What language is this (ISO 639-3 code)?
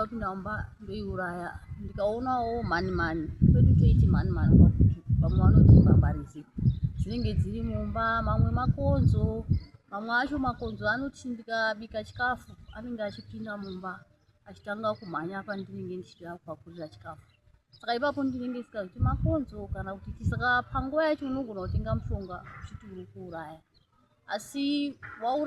sna